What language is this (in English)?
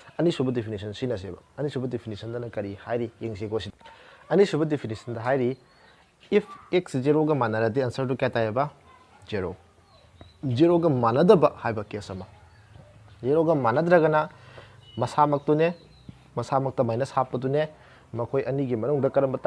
Manipuri